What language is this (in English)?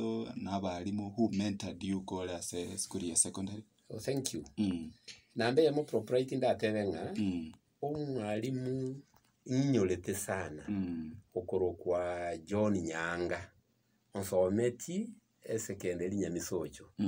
Gusii